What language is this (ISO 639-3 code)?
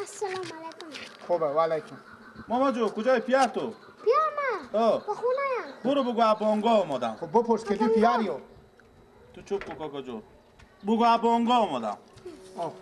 fas